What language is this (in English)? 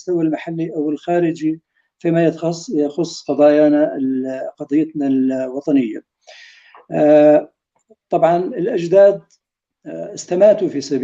North Levantine Arabic